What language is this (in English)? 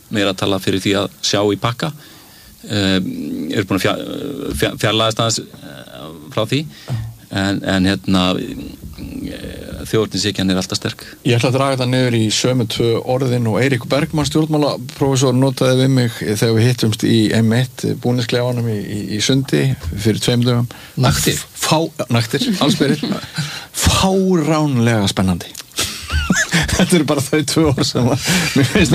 Icelandic